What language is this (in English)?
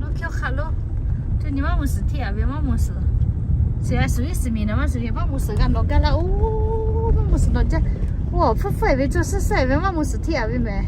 Lahu